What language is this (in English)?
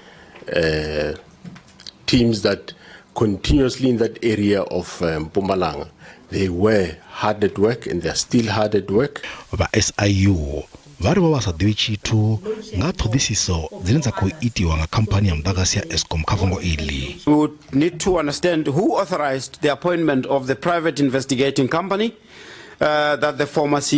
Venda